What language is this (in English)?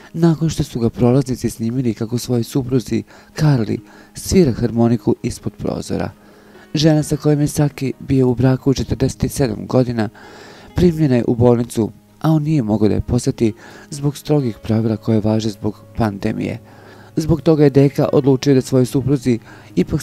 Serbian